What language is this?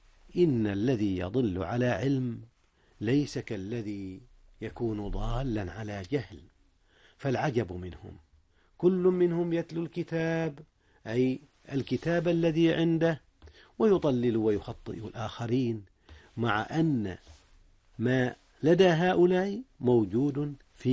Arabic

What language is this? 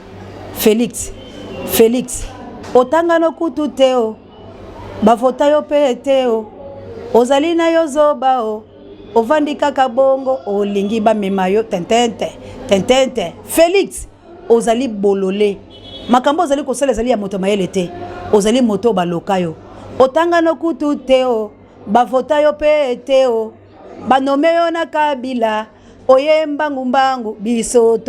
Lingala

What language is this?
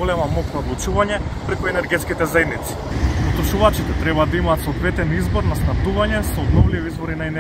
Macedonian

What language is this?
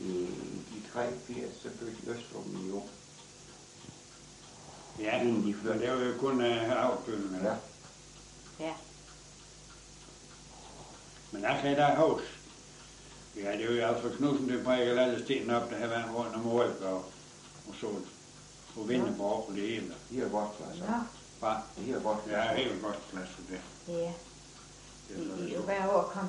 Danish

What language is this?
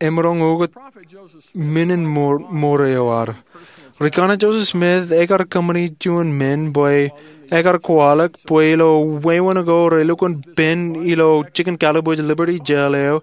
Marshallese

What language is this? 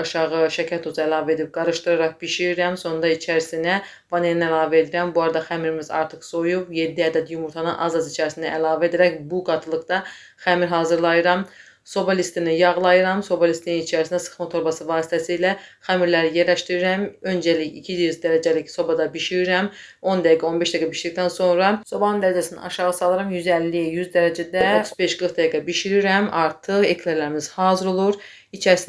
Azerbaijani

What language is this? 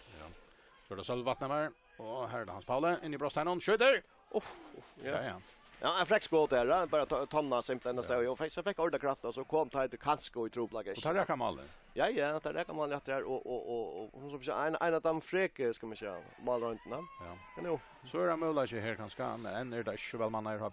Faroese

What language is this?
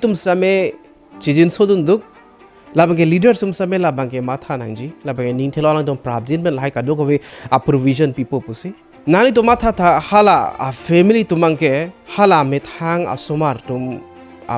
Karbi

